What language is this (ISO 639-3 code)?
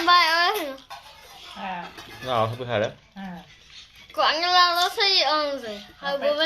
grn